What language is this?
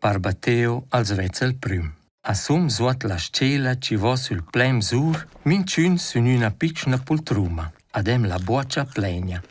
Romansh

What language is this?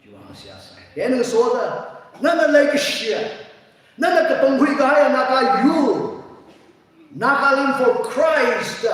Tangkhul Naga (India)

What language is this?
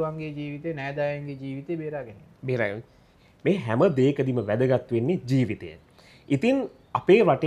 Sinhala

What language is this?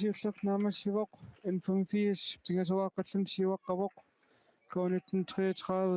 Kalaallisut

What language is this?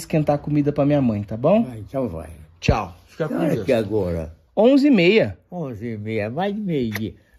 Portuguese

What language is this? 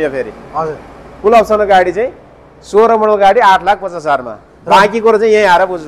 Nepali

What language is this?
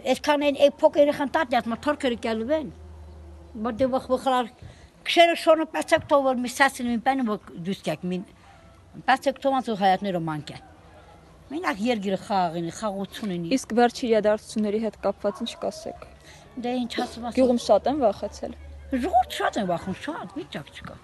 Armenian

